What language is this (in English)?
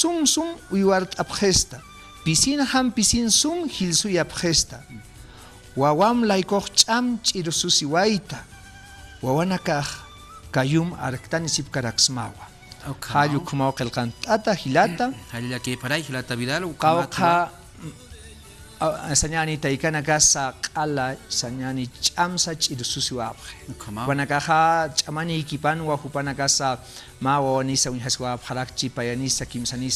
Aymara